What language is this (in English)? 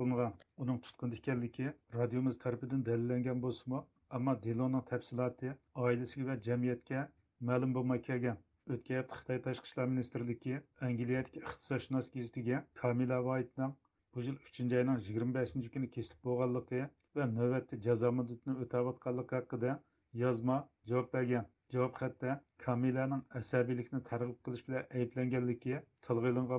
Uyghur